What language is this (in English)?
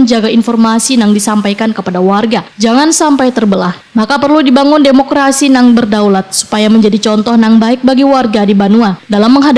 Banjar